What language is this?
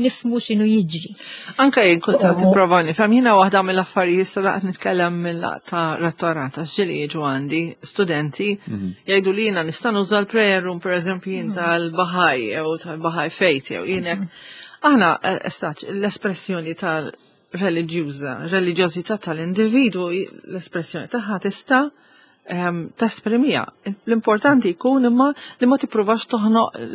Maltese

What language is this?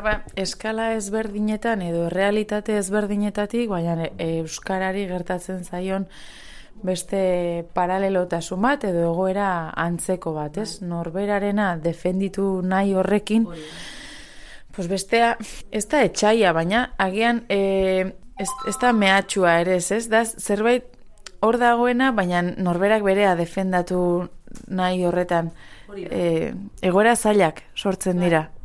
Basque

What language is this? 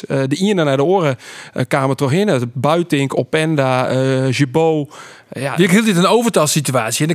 Western Frisian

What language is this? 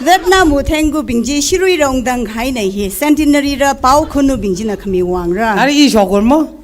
Tangkhul Naga (India)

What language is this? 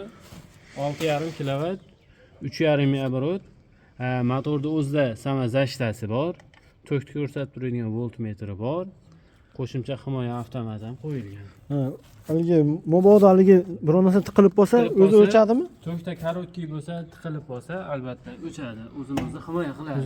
Uzbek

